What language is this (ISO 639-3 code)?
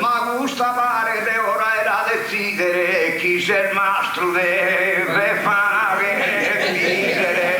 srd